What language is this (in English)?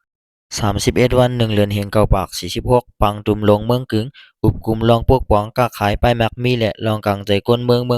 Shan